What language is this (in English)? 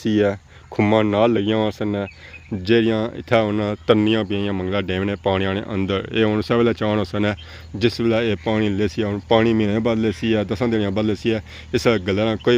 Pahari-Potwari